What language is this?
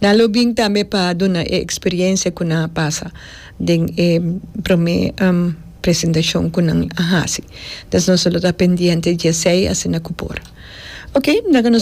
Papiamento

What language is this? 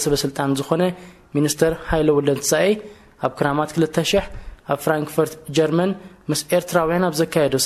Tigrinya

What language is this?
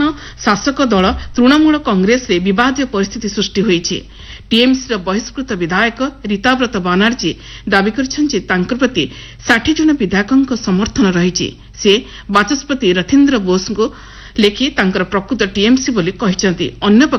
Odia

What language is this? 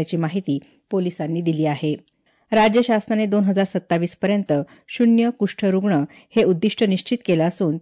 Marathi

